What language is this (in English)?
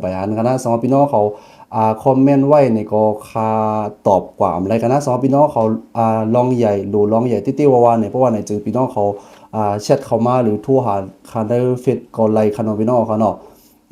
Shan